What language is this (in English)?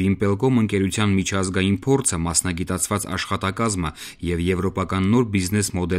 Armenian